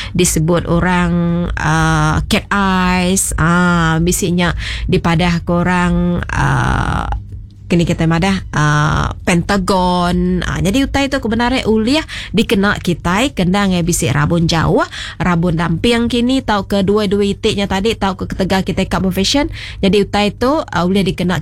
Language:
Iban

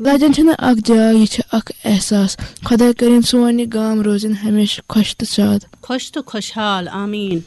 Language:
Kashmiri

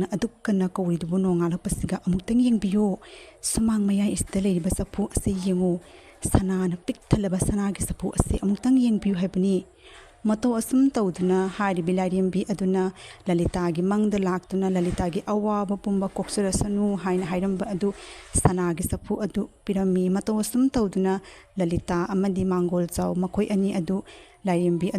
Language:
Manipuri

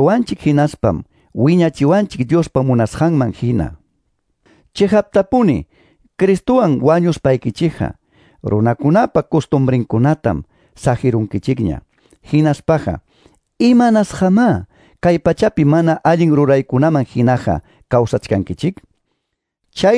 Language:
Quechua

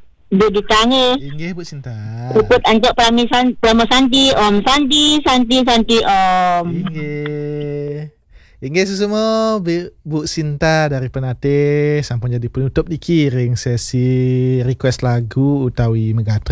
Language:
Balinese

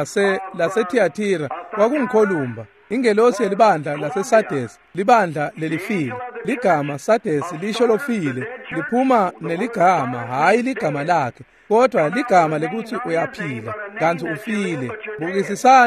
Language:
Swati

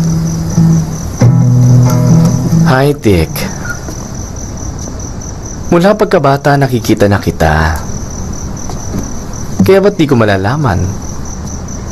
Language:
Filipino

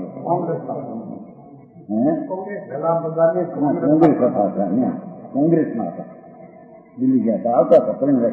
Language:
Gujarati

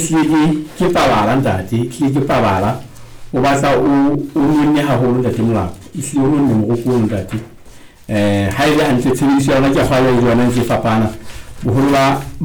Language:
Southern Sotho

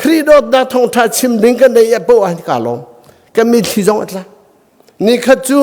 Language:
Hakha Chin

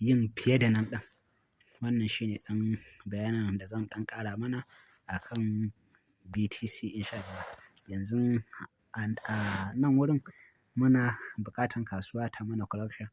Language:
Hausa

